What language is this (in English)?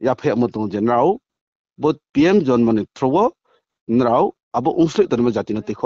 Riang (India)